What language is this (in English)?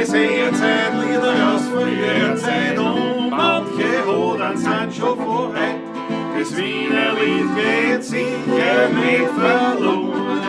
Bavarian